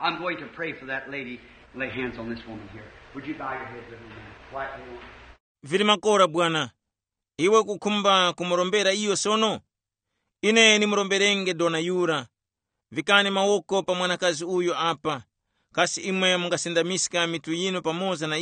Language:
Tumbuka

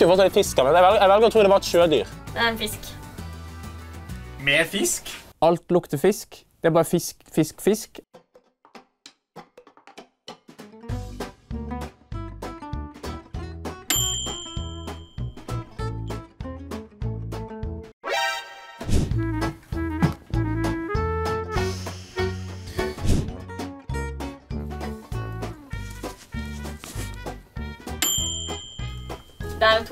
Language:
Norwegian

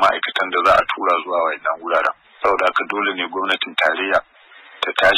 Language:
Hausa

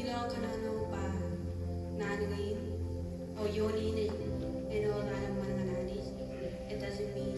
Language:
Marshallese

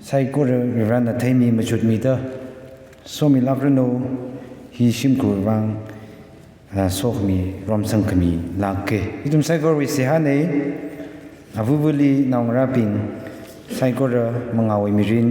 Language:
Tangkhul Naga (India)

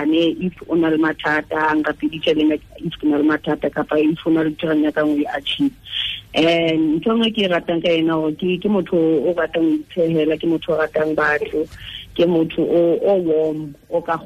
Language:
Tswana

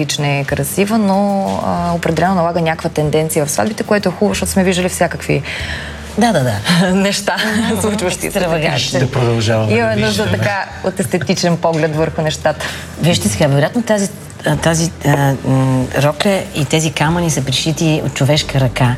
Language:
Bulgarian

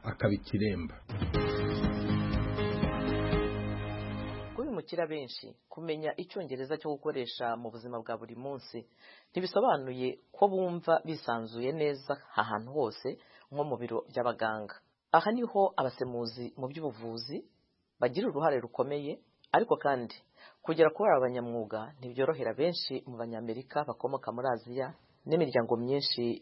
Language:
Kinyarwanda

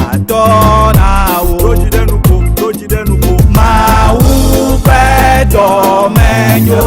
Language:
Ewe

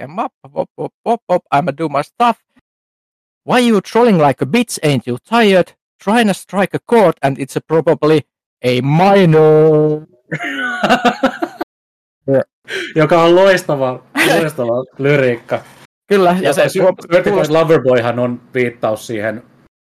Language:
Finnish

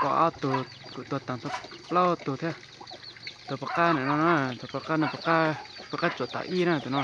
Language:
Hmong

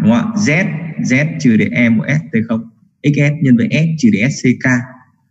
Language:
Vietnamese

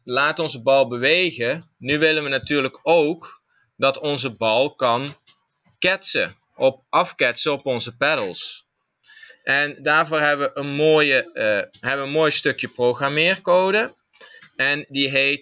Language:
Dutch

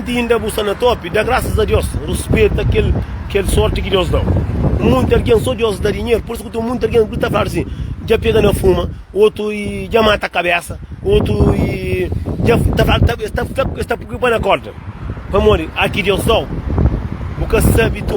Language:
Kabuverdianu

